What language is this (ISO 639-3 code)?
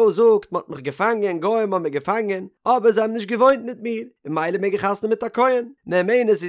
yid